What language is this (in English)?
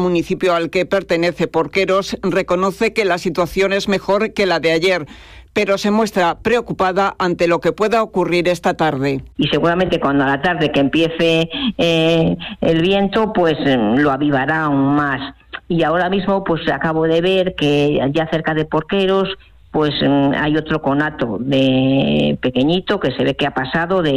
Spanish